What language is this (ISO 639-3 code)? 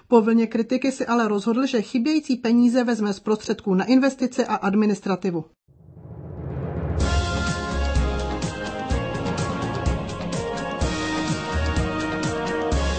ces